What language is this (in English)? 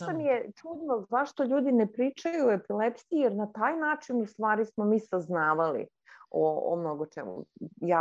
Serbian